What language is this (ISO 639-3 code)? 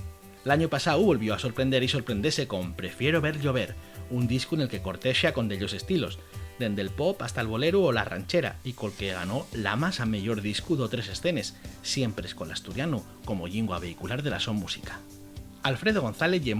ast